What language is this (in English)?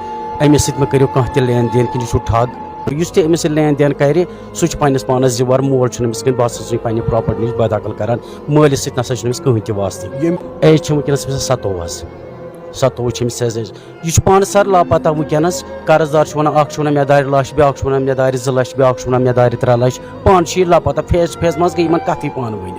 Kashmiri